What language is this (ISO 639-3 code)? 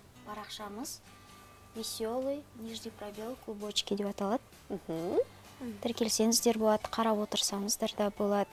kaz